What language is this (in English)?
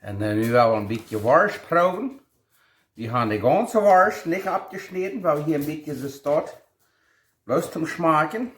Plautdietsch